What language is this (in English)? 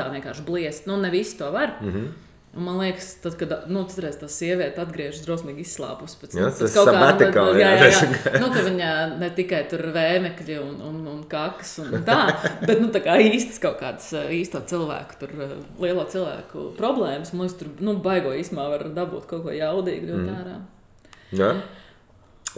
Latvian